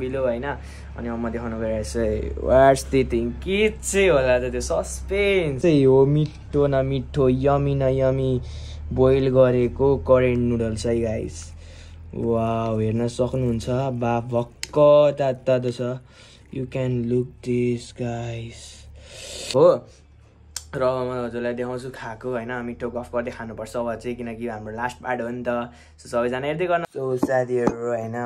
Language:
Nepali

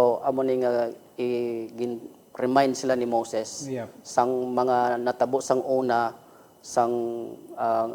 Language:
Hiligaynon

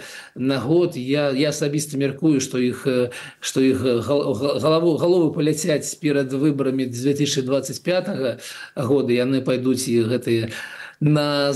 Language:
Belarusian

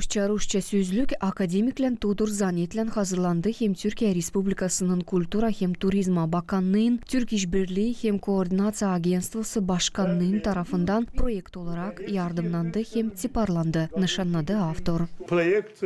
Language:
Gagauz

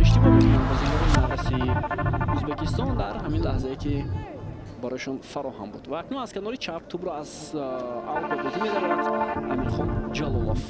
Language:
Tajik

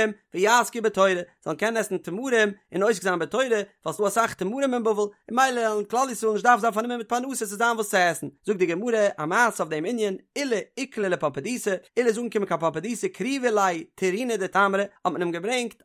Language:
Yiddish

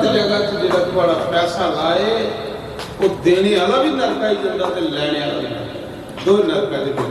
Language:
Dogri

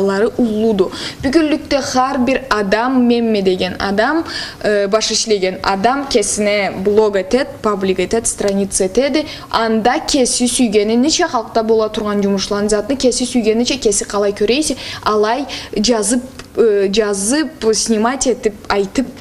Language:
Karachay-Balkar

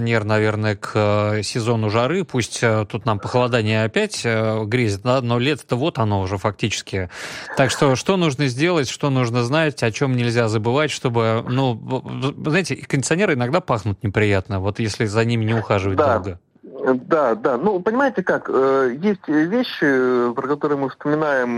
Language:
Russian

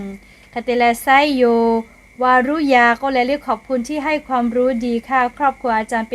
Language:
Lahu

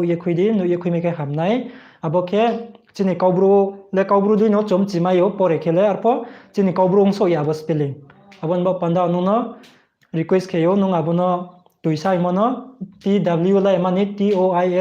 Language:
Riang (India)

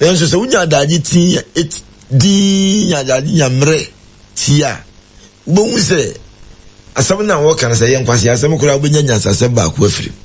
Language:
Akan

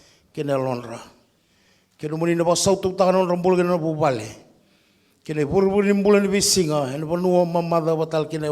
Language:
Fijian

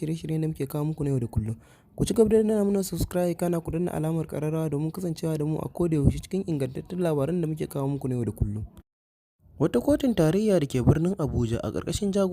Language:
Hausa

